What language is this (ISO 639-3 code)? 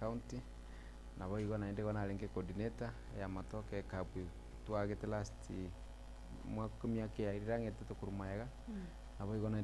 guz